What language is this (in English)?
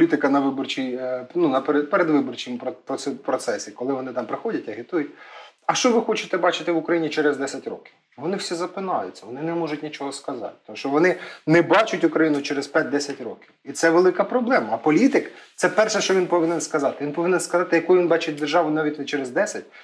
Ukrainian